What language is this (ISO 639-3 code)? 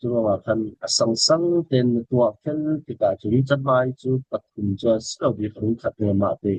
cfm